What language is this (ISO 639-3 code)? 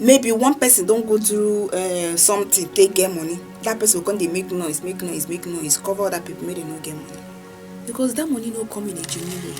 pcm